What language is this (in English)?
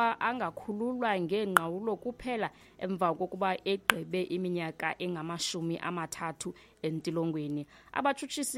Xhosa